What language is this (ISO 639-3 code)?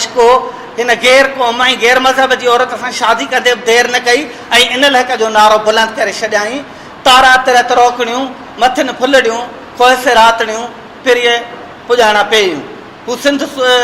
snd